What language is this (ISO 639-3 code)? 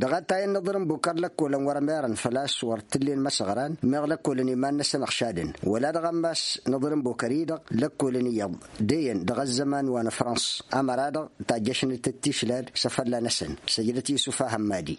taq